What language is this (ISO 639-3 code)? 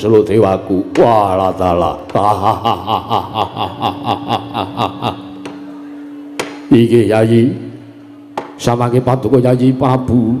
jav